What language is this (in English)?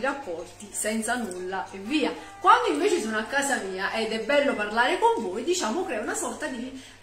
Italian